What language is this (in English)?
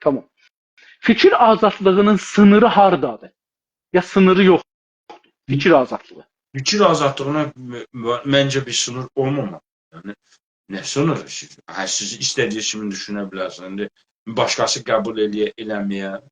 South Azerbaijani